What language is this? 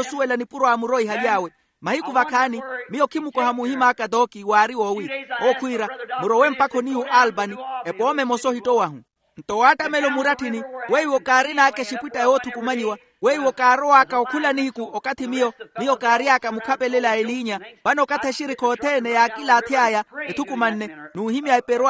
Makhuwa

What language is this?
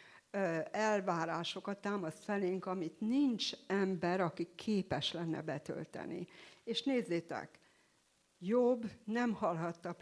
Hungarian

